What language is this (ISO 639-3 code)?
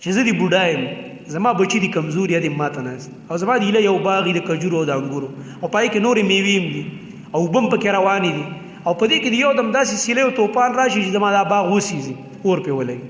pus